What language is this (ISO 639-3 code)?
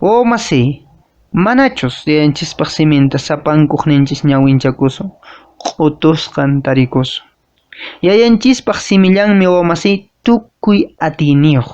que